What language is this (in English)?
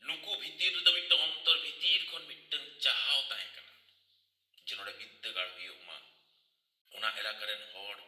Santali